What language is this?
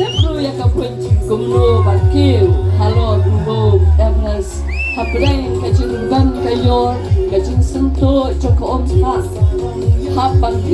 Khasi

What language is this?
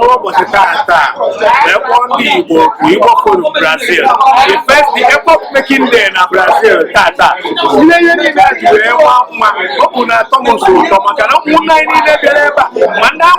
Igbo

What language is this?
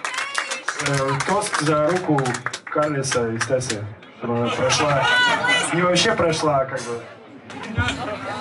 Russian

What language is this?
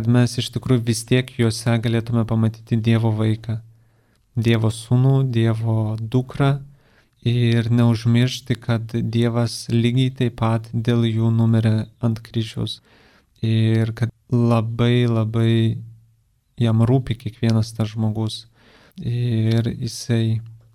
Lithuanian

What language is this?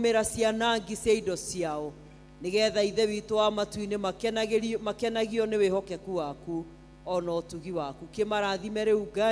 Kikuyu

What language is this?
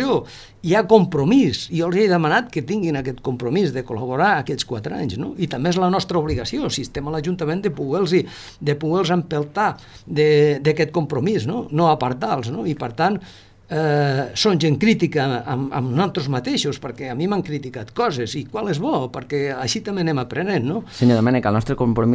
Catalan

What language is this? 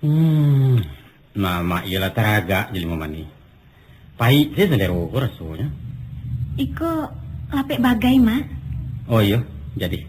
Minangkabau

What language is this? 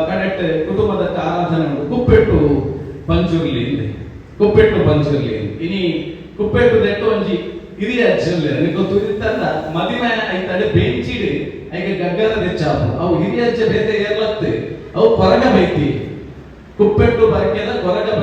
Tulu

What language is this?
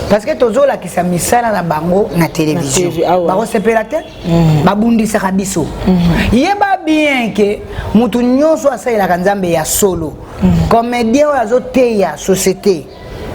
Lingala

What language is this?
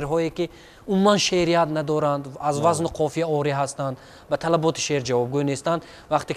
Tajik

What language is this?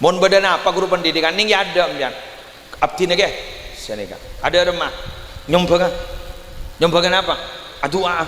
Madurese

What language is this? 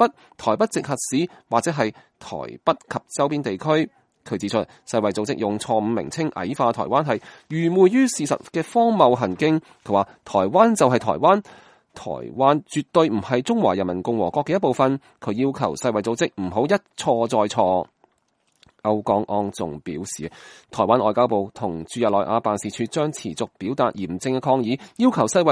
Cantonese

